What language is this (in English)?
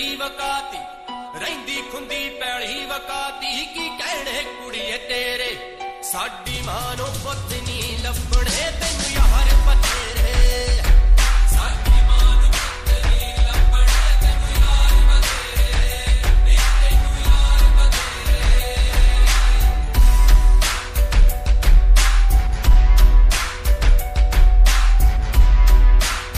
Punjabi